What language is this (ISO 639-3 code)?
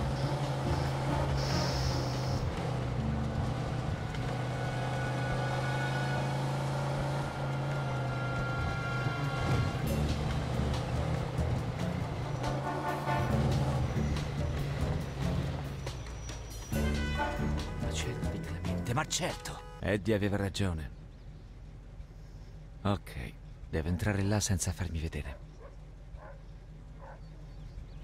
ita